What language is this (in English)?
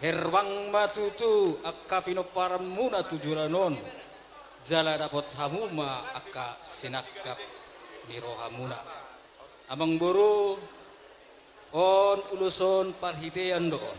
Batak Toba